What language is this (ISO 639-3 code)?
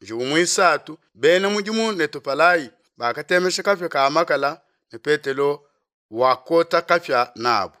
lua